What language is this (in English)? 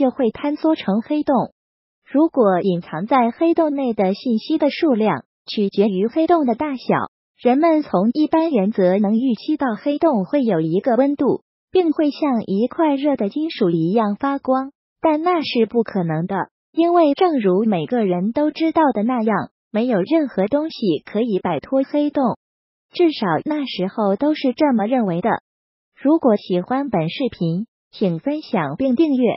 Chinese